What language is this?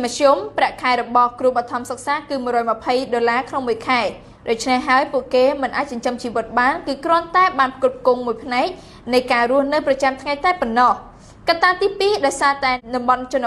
Khmer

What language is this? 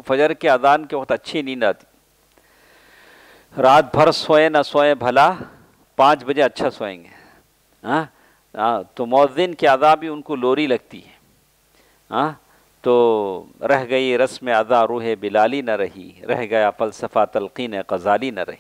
Urdu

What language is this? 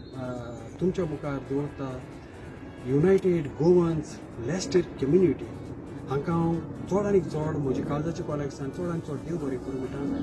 Konkani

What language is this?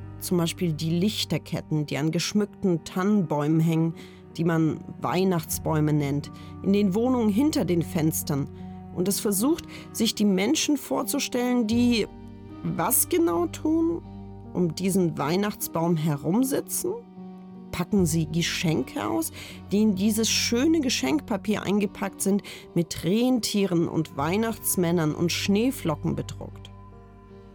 German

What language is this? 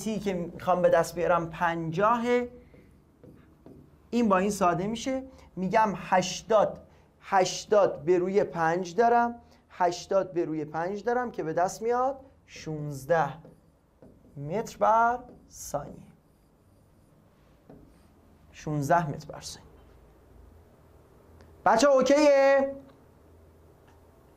Persian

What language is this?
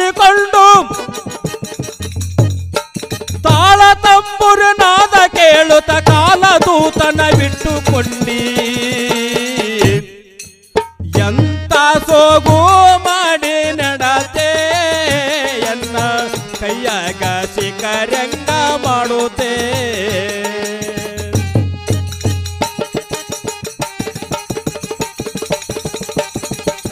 Kannada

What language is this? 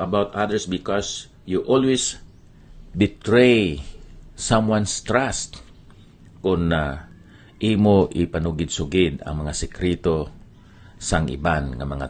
Hiligaynon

